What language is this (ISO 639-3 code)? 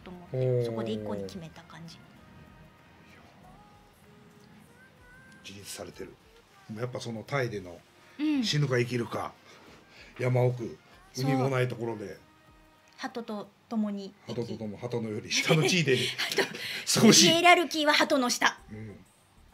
jpn